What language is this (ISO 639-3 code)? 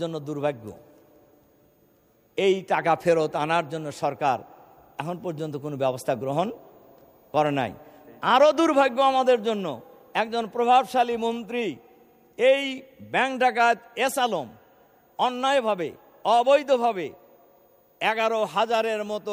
ben